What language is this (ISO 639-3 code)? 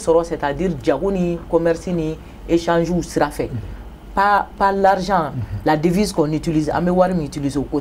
bam